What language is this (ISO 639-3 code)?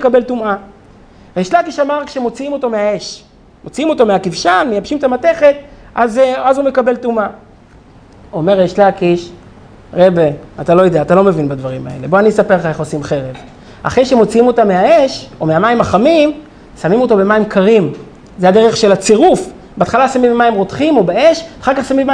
heb